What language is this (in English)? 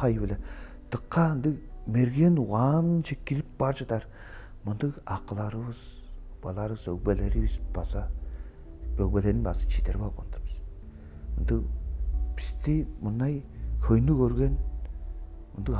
Tuvinian